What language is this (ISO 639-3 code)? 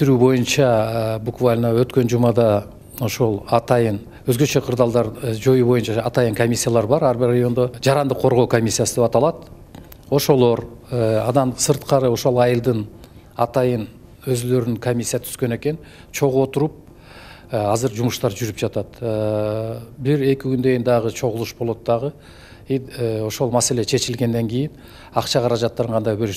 kir